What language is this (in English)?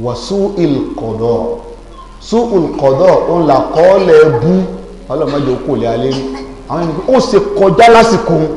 Yoruba